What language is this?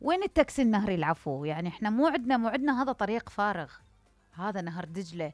Mesopotamian Arabic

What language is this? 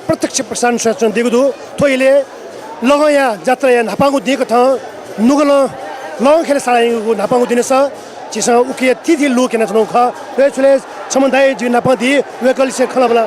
Newari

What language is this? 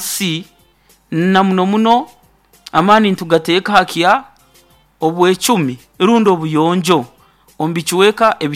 Nyoro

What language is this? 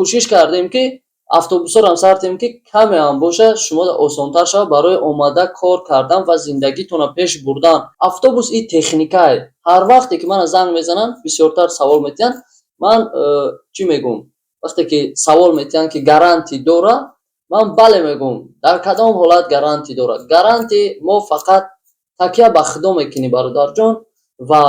Tajik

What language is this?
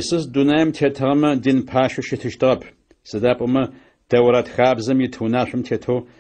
Adyghe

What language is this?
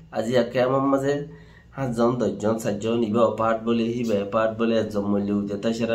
Rohingya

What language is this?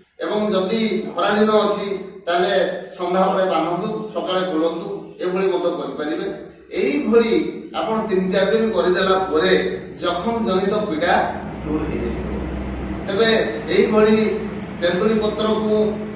Odia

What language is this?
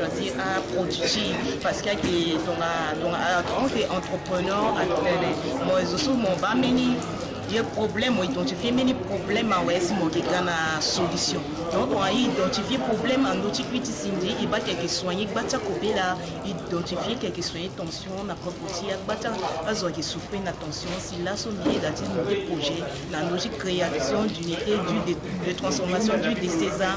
Sango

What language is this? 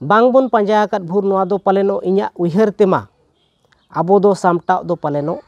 Santali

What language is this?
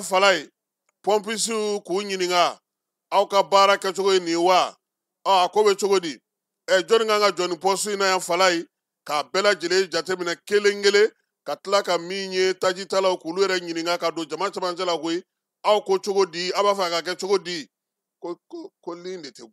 Bambara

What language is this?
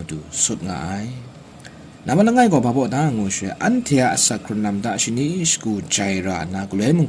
Kachin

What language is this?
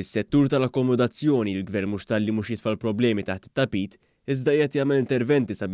Maltese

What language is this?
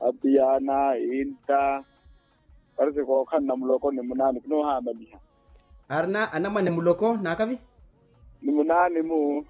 Makhuwa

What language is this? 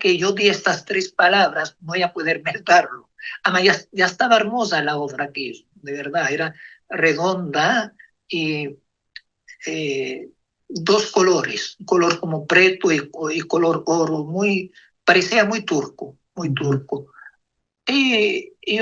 Ladino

